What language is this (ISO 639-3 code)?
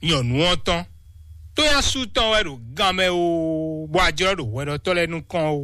fon